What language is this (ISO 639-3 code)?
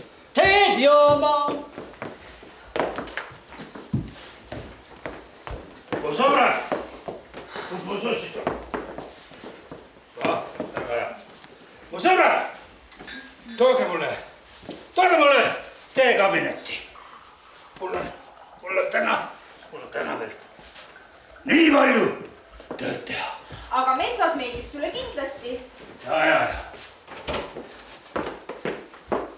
est